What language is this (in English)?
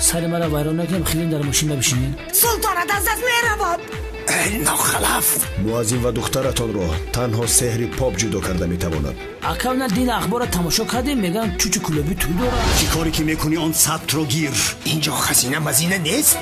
Tajik